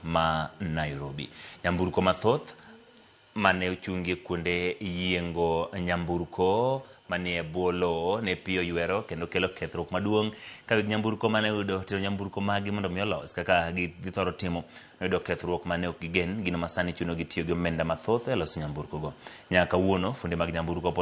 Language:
Luo (Kenya and Tanzania)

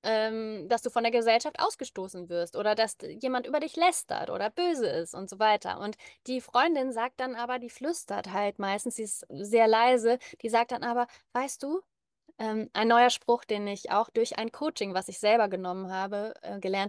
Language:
German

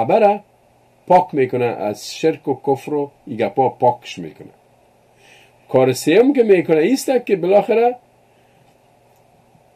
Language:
Persian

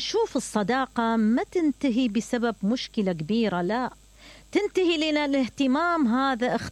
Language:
Mesopotamian Arabic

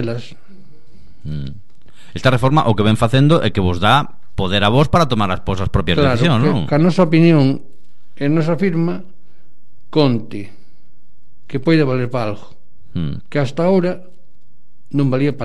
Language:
Galician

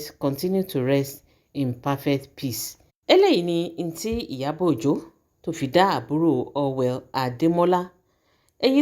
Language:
Yoruba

